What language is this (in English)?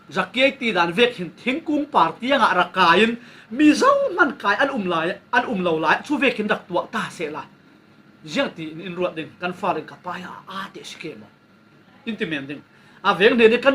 Falam Chin